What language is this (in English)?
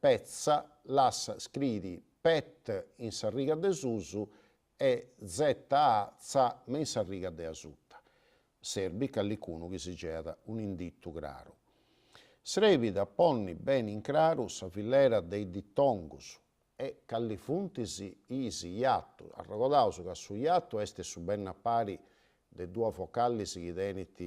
Sardinian